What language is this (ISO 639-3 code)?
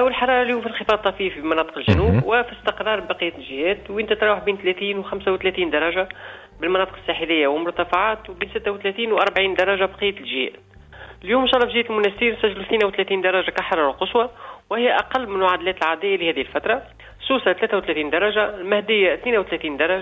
aeb